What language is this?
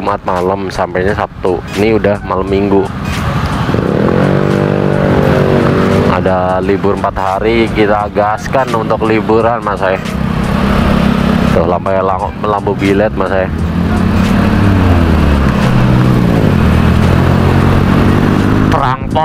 Indonesian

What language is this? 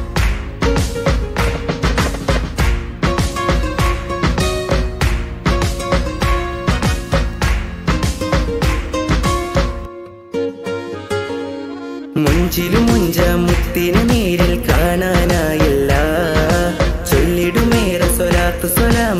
Malayalam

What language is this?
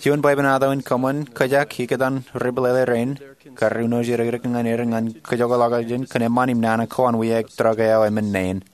Marshallese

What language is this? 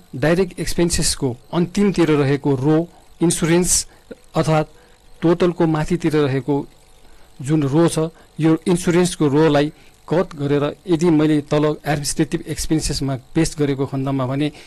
Nepali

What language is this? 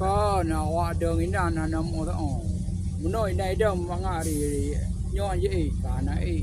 Achinese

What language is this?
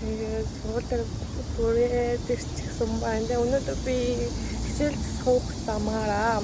Mongolian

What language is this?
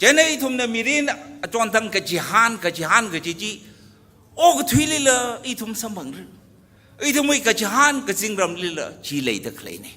Tangkhul Naga (India)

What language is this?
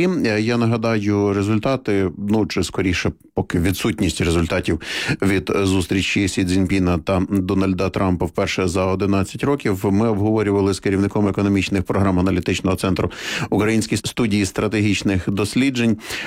Ukrainian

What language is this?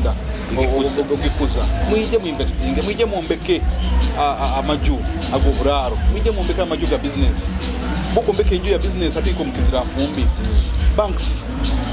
Nyoro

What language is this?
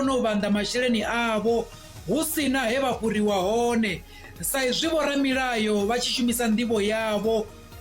Venda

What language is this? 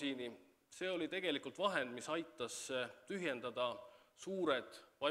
Estonian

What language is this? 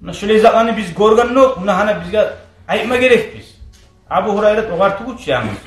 Kumyk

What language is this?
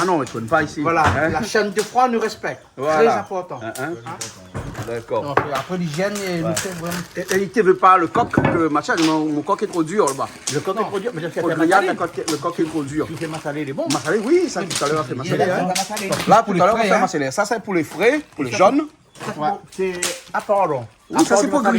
Réunion Creole French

